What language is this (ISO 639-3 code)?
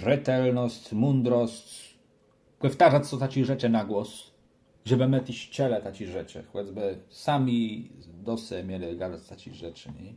csb